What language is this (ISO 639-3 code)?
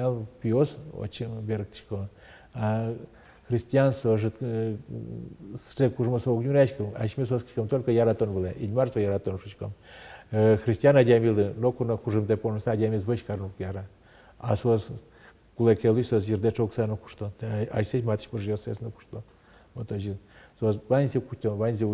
udm